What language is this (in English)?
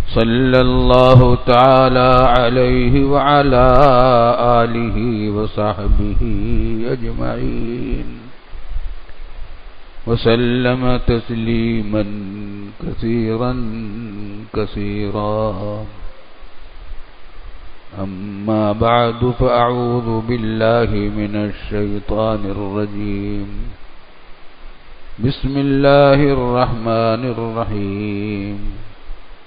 Urdu